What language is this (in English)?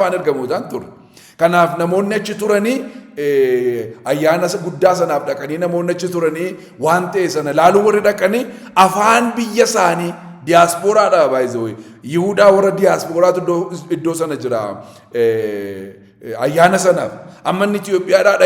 Oromo